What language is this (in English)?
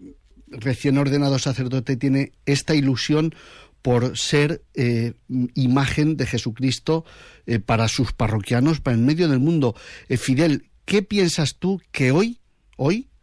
Spanish